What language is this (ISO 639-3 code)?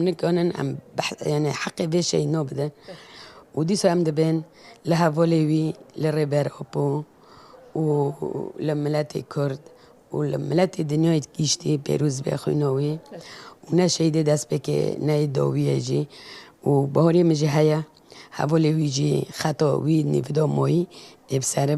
kur